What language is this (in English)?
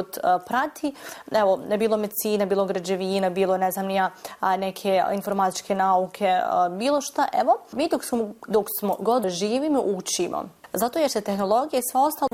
Bosnian